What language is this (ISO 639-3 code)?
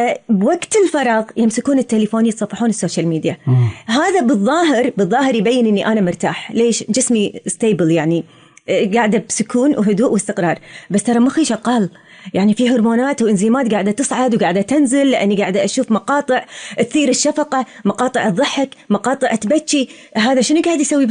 afb